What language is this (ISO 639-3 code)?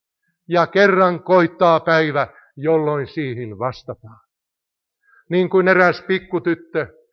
fin